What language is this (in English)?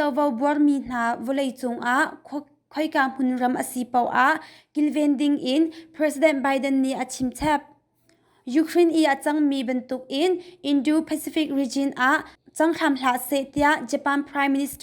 Hakha Chin